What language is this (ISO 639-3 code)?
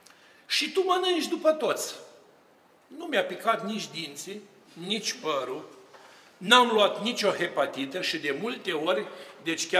ron